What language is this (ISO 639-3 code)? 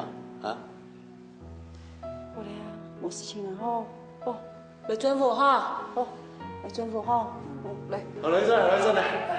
hak